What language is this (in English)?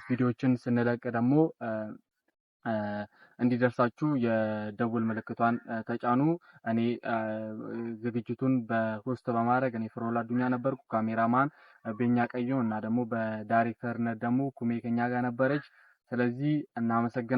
Amharic